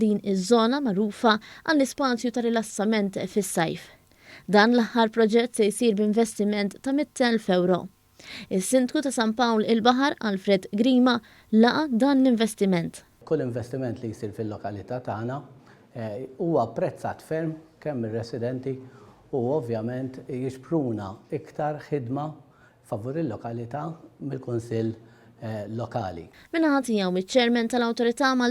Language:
Maltese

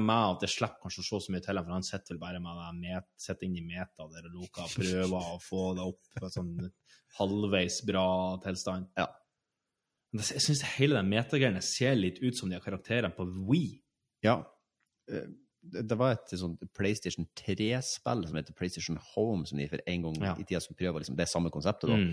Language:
Norwegian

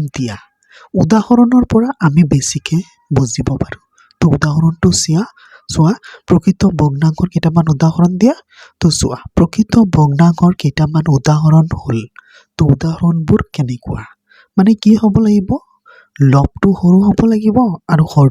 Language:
Assamese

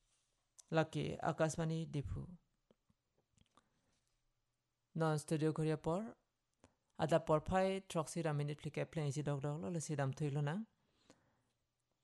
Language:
Karbi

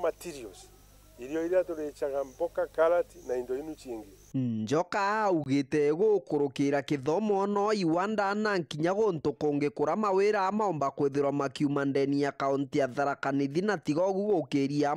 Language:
Meru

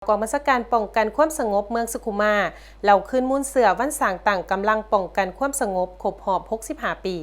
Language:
Lao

